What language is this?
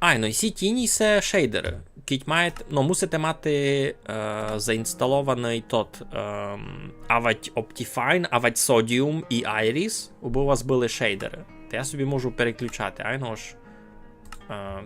Rusyn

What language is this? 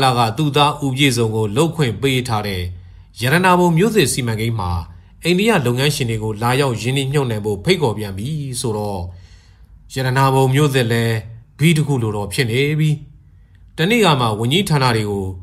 Burmese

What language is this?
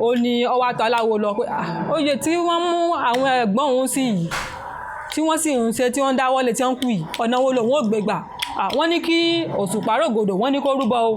Yoruba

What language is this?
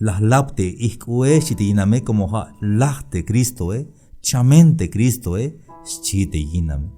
Tzeltal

